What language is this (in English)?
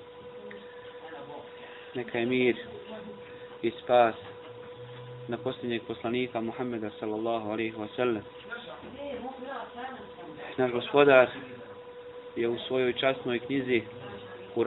Bosnian